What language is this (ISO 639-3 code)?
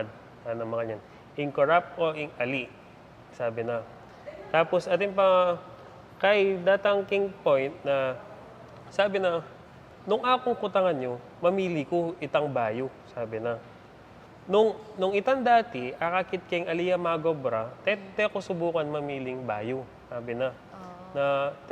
pam